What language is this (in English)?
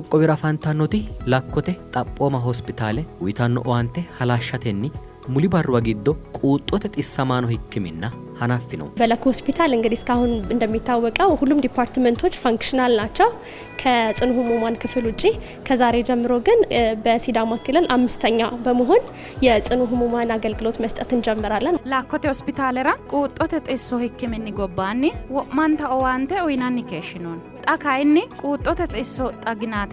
Sidamo